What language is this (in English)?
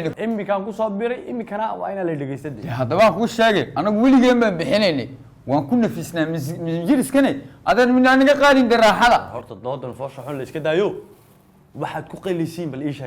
Somali